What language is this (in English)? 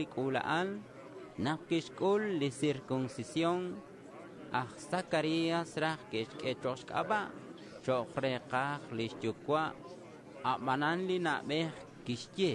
Kekchí